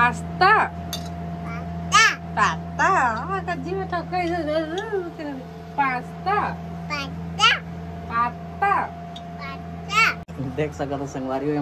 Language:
Chhattisgarhi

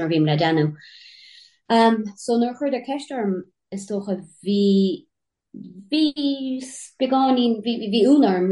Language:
Irish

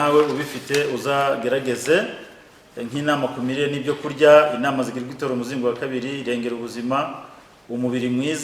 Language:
Kinyarwanda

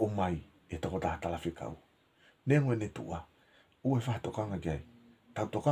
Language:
Tongan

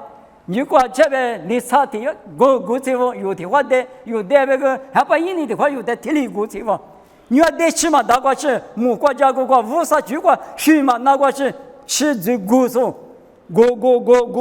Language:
Lisu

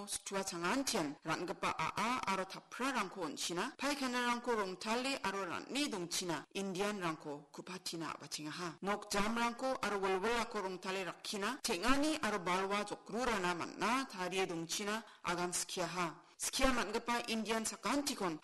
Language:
Garo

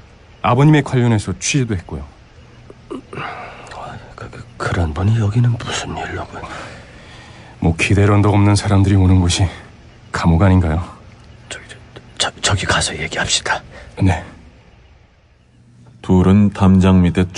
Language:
Korean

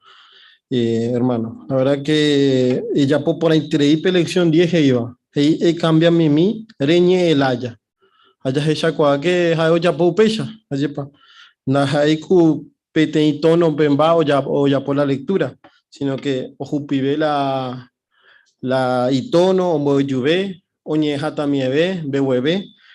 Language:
Guarani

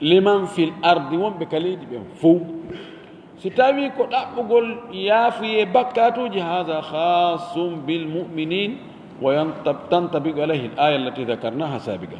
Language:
Fula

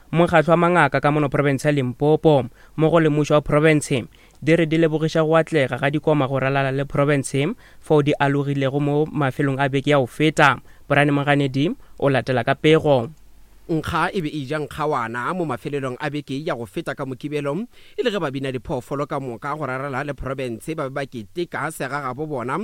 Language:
Northern Sotho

